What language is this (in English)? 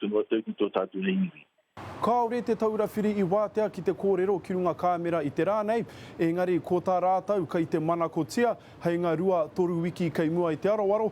Māori